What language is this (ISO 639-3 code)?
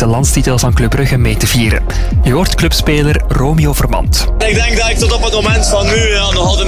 nld